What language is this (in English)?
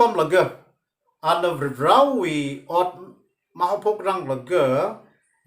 Tangkhul Naga (India)